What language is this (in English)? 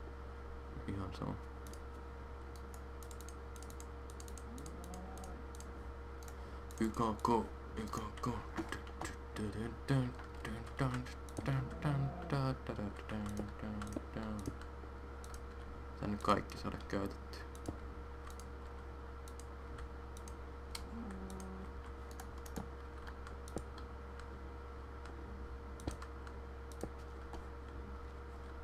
Finnish